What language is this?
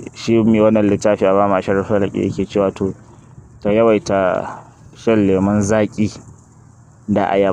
Hausa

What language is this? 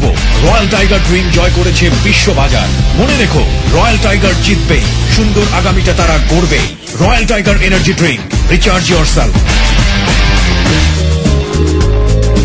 Bangla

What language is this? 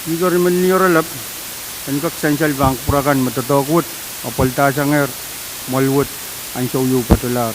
Pohnpeian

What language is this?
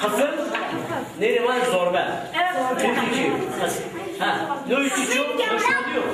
Zaza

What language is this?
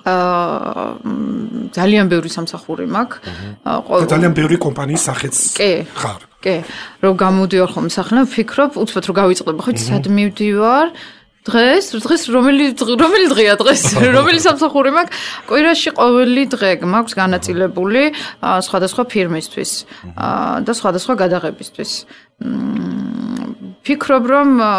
Georgian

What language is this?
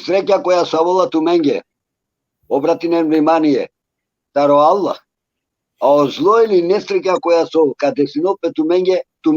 Balkan Romani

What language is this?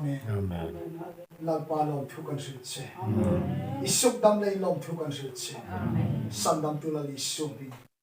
Hmar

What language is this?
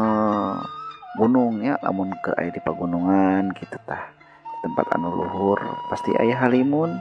Sundanese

